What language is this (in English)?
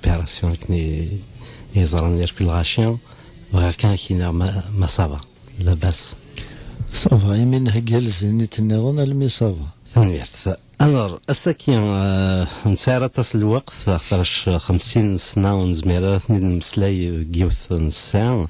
Kabyle